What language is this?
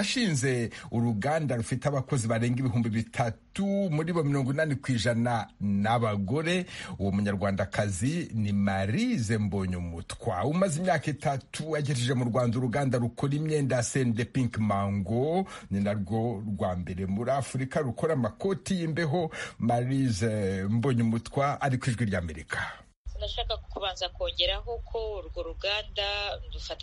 Kinyarwanda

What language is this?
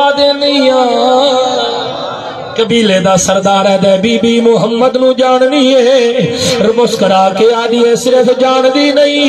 Saraiki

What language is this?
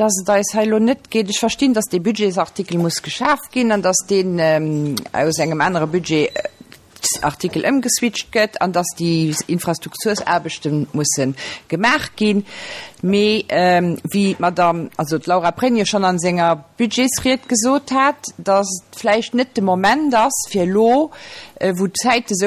Luxembourgish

